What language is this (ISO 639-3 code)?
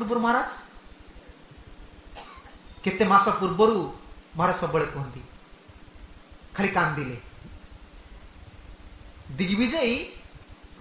ori